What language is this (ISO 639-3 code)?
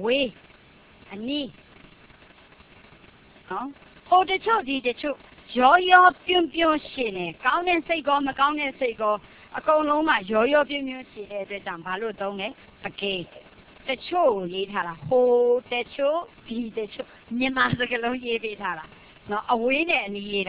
mya